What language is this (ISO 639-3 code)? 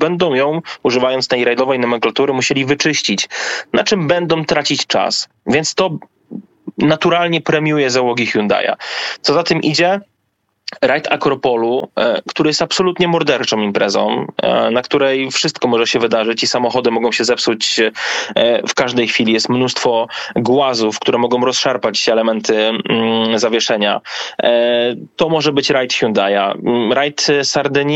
pol